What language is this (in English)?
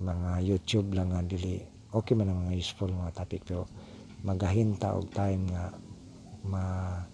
Cebuano